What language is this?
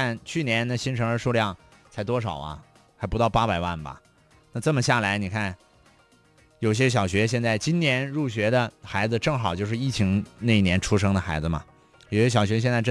Chinese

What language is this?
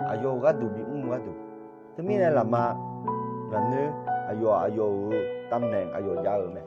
Akha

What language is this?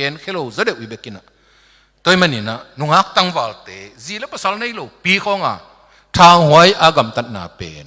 Tedim Chin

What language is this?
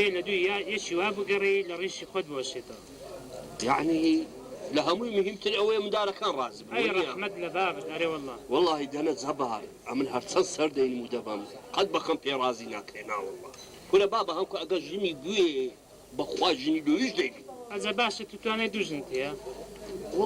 Central Kurdish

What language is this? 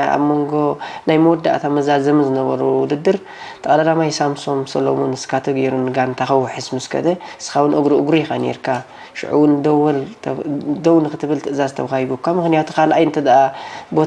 Tigrinya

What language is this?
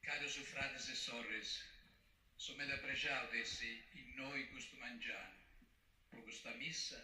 Sardinian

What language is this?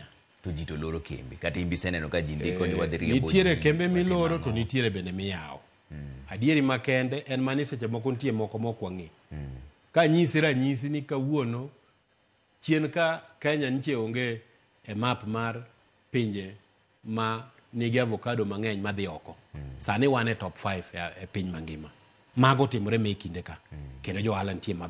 Luo (Kenya and Tanzania)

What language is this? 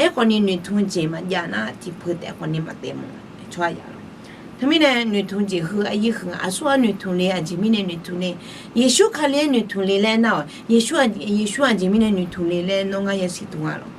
Akha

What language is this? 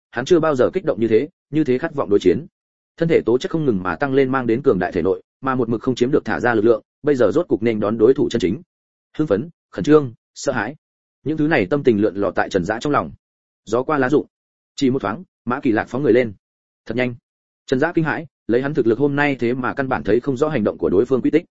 Vietnamese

